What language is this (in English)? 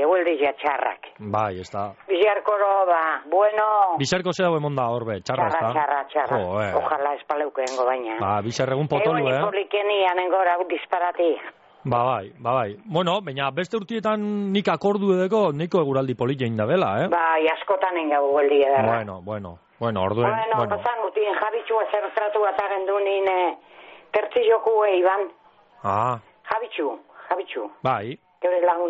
Basque